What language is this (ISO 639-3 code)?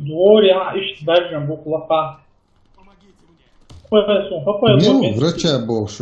che